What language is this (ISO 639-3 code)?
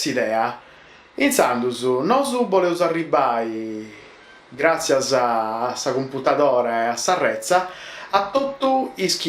srd